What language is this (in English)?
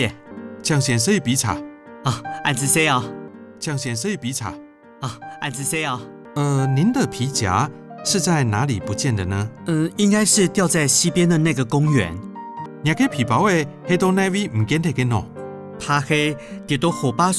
Hakka Chinese